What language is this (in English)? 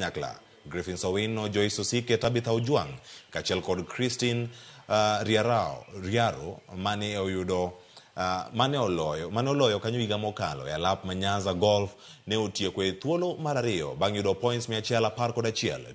Luo (Kenya and Tanzania)